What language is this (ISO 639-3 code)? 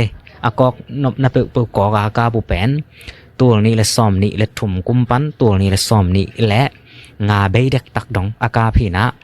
ctd